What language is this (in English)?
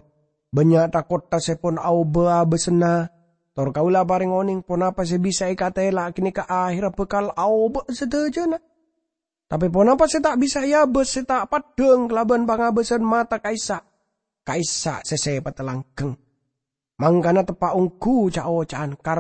Madurese